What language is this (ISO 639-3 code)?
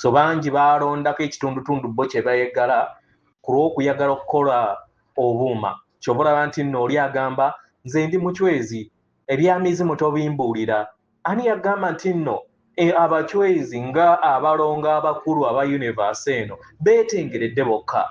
lug